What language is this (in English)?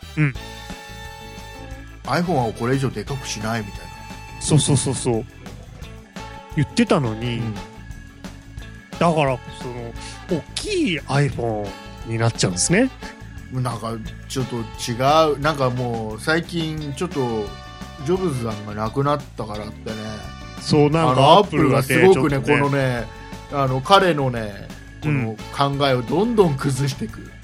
Japanese